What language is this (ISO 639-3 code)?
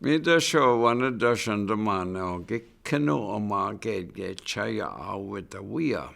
ciw